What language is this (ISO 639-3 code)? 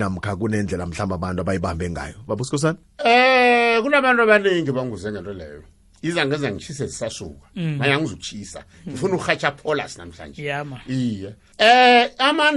nbl